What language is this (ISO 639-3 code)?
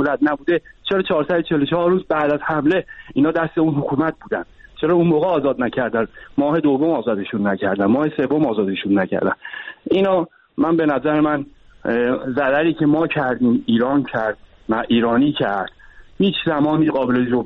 fas